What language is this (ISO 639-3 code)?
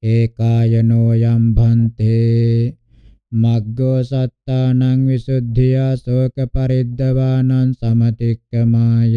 pli